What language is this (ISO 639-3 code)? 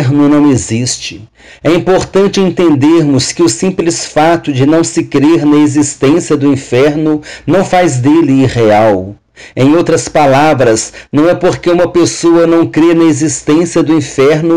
por